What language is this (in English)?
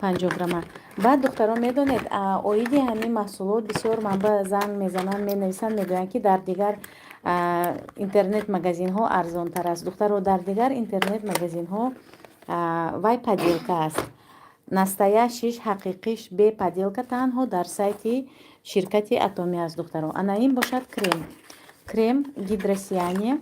Tajik